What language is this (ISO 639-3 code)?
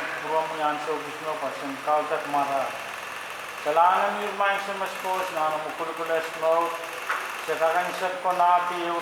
pon